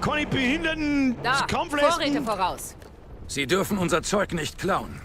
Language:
Bavarian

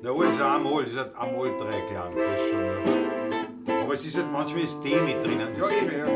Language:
Bavarian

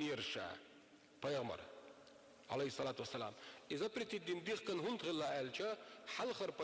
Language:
Chechen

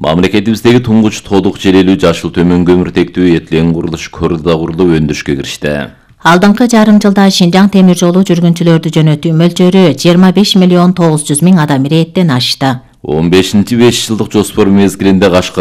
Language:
Kyrgyz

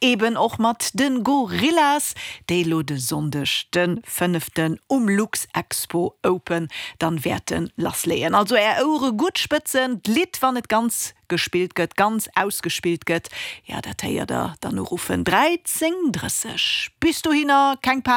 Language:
Luxembourgish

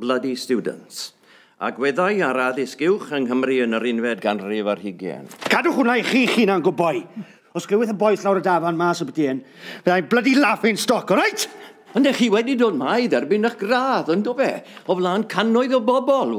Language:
Welsh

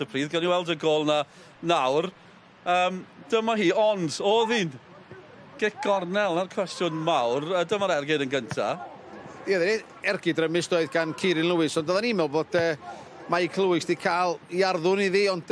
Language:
Welsh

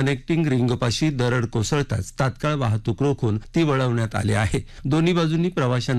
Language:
Marathi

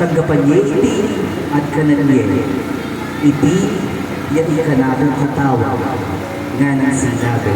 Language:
Pampanga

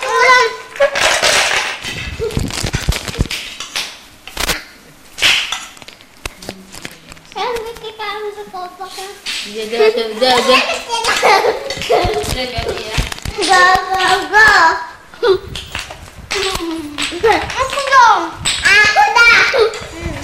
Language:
Indonesian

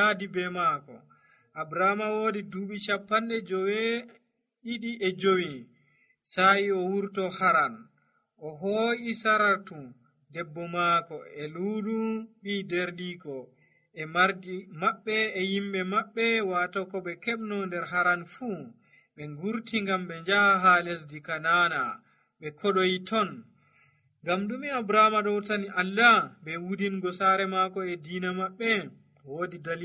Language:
Nigerian Fulfulde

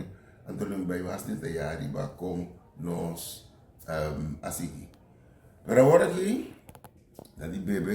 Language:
Papiamento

